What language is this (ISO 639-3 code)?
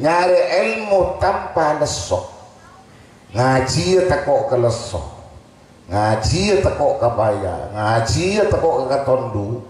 mad